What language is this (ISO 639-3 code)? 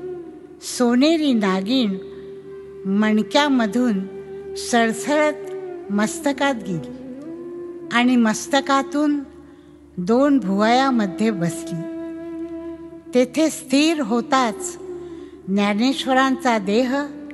mar